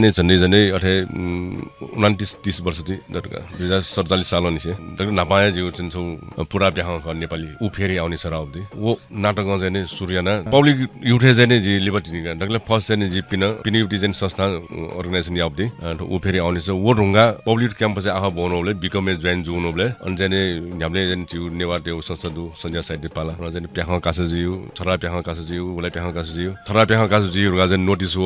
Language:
Newari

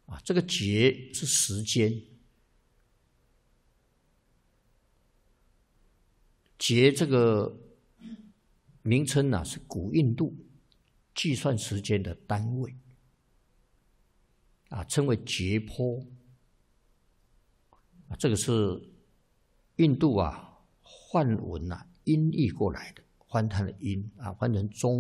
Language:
Chinese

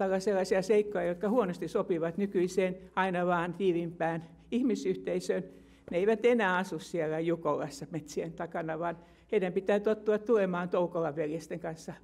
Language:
Finnish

